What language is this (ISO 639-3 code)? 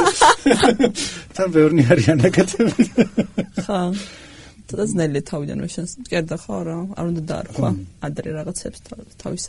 kat